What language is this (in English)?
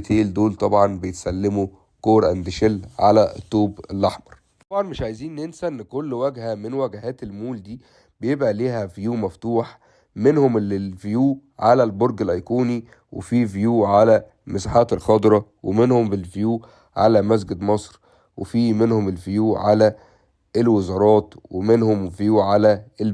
Egyptian Arabic